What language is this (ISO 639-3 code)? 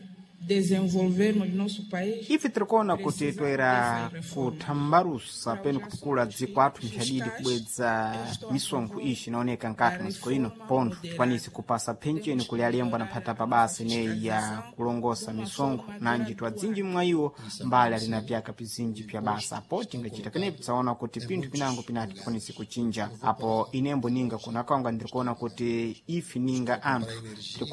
seh